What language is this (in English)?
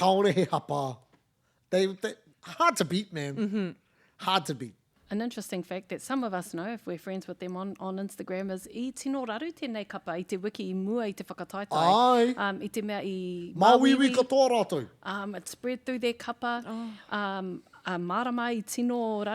Māori